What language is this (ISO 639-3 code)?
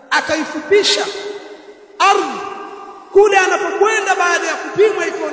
swa